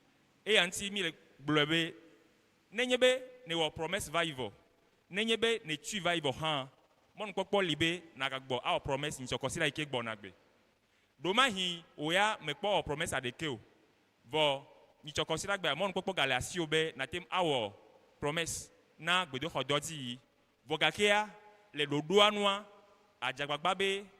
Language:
Ewe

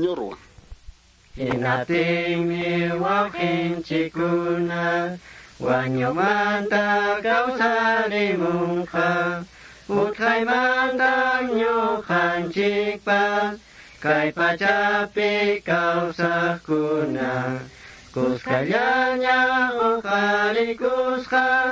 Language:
Quechua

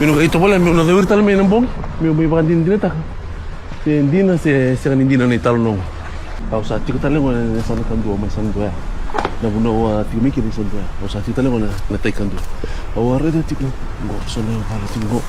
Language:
Fijian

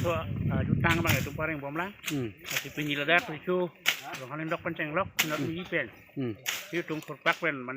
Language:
Karbi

